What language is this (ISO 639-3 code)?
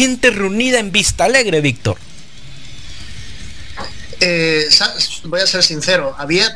spa